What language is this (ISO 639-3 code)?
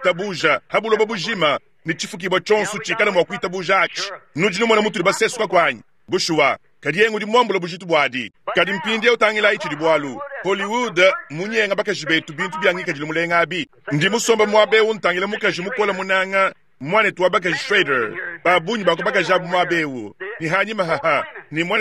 lua